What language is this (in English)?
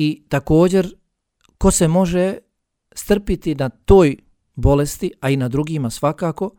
Bosnian